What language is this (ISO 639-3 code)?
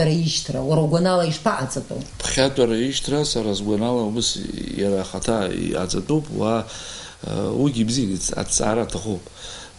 abk